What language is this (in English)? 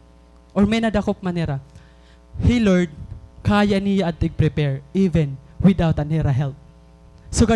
Waray